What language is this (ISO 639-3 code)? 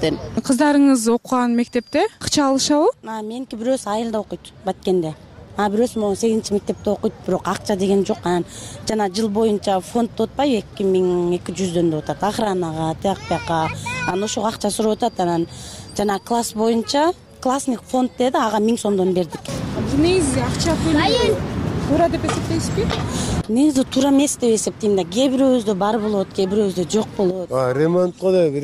kir